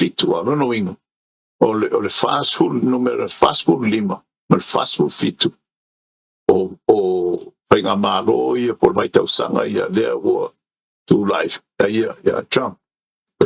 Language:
Samoan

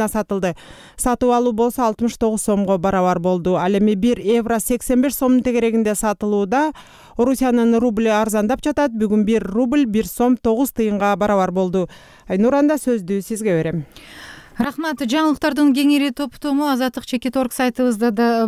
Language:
Kyrgyz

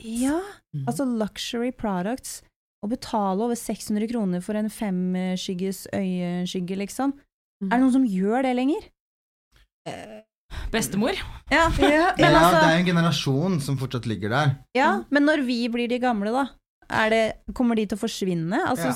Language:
Norwegian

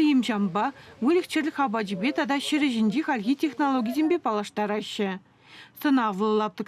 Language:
Chuvash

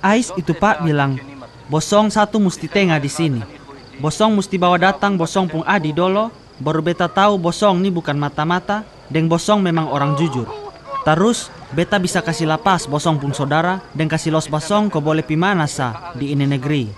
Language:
Kupang Malay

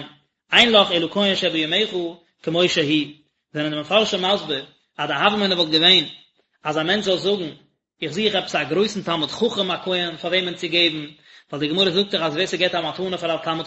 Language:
Yiddish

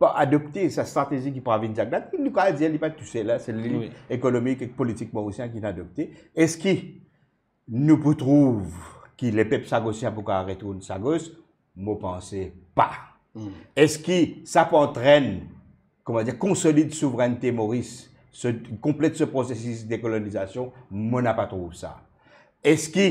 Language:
Morisyen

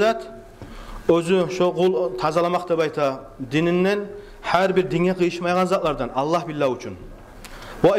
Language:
Kumyk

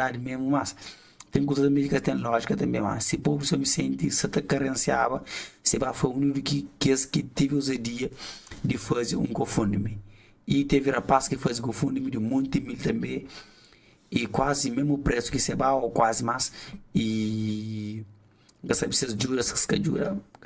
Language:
Kabuverdianu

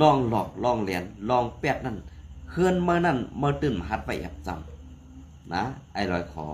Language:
Shan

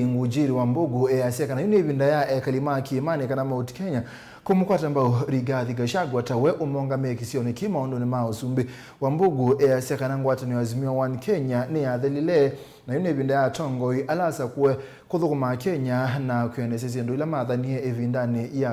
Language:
Kamba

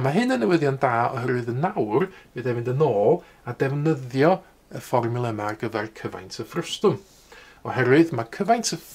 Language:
Welsh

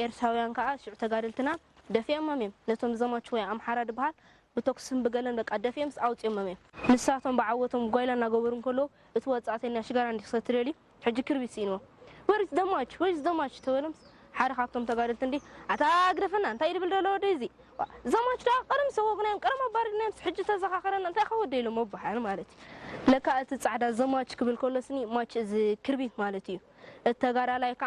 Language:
Tigrinya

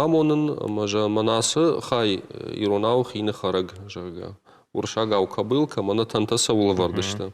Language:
Ossetic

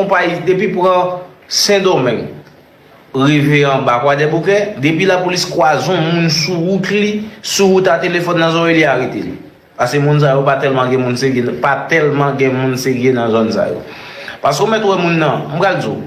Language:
Haitian Creole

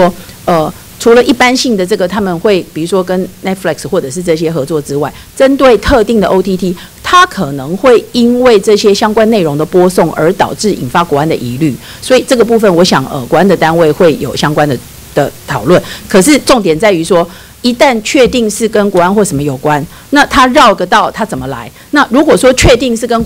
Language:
Chinese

